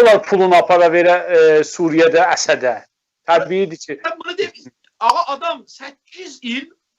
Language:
South Azerbaijani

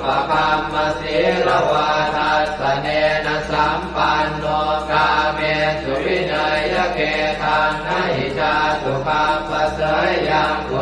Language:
Pali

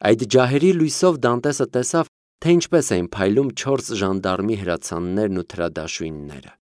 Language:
Armenian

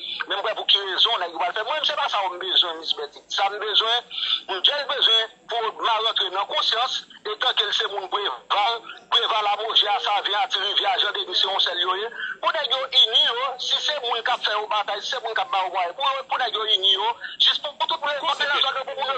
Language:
Haitian Creole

